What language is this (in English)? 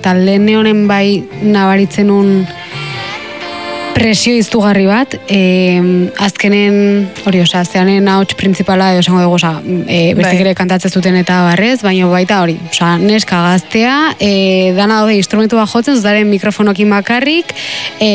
Basque